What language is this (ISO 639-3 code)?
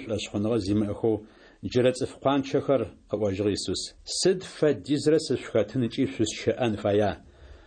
ady